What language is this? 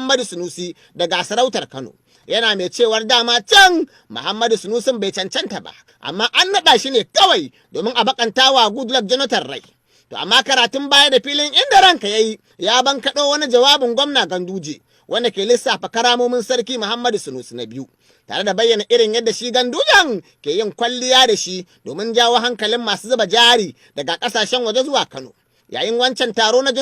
Hausa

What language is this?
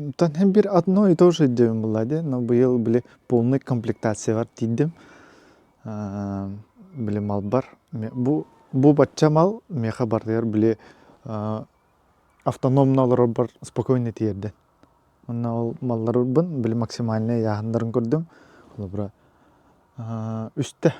Yakut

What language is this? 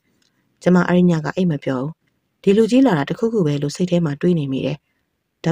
Burmese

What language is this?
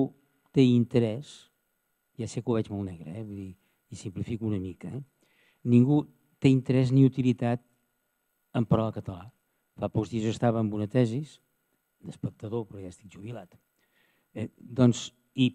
Catalan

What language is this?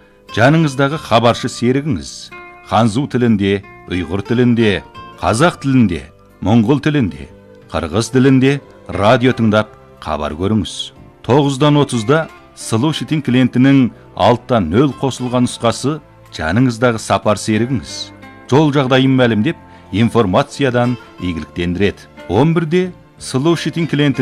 Kazakh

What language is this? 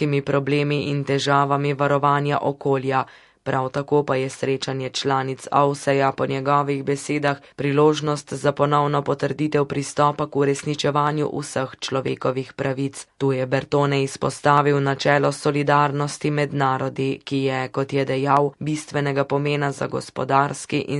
Slovenian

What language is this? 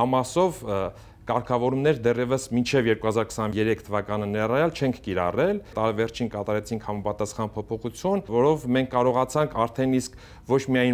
Armenian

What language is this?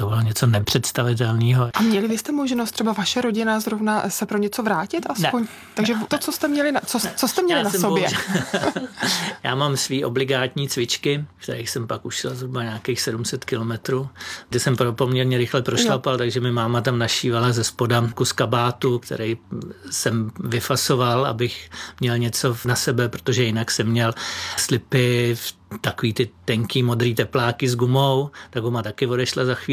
Czech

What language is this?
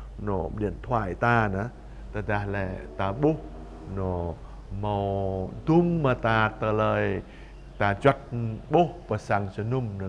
Jarai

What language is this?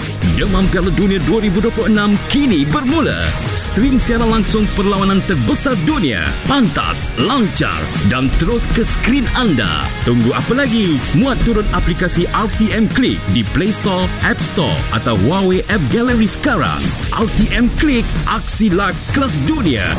Malay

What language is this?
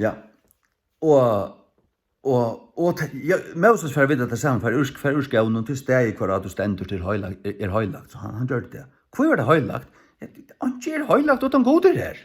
Faroese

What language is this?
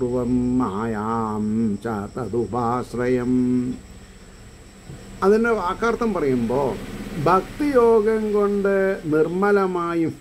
Malayalam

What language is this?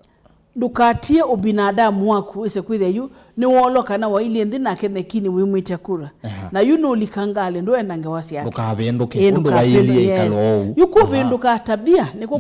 Kamba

